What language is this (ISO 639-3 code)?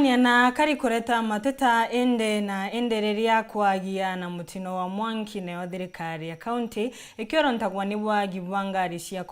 mer